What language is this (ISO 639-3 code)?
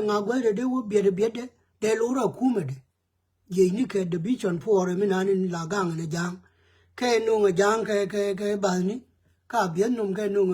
nus